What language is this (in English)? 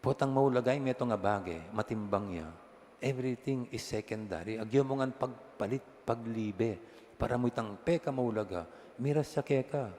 Pampanga